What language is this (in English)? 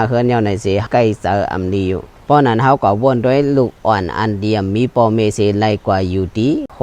Shan